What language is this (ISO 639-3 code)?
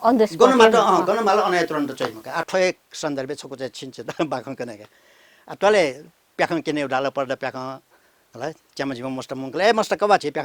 new